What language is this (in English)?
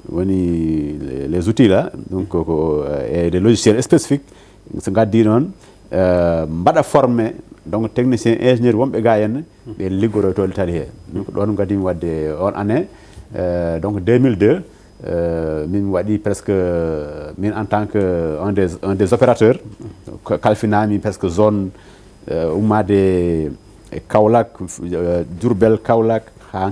Fula